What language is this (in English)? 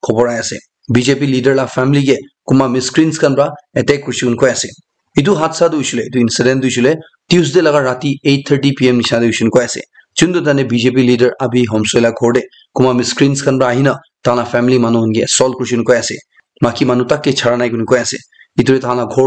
Naga Pidgin